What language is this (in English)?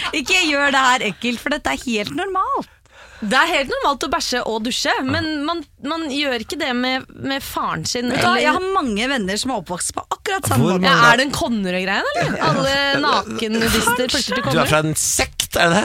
Norwegian